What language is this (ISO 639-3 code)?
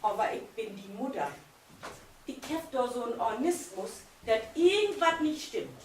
nds